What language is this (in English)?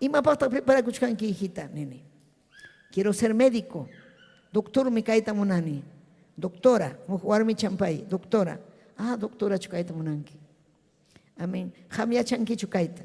Ayacucho Quechua